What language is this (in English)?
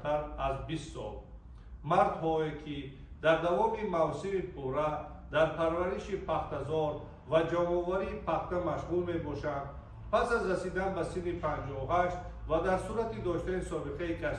Tajik